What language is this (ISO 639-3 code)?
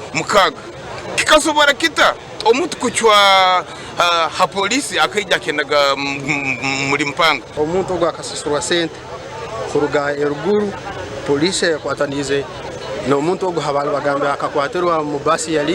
nyn